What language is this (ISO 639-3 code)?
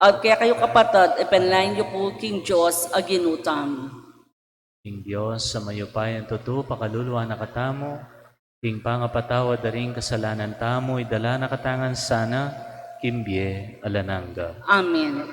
pam